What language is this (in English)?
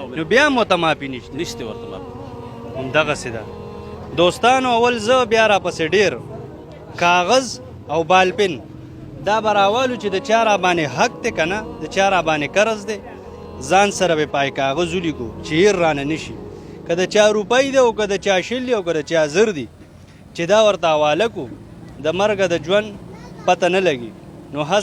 Pashto